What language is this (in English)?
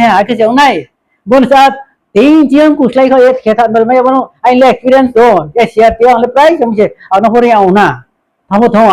Riang (India)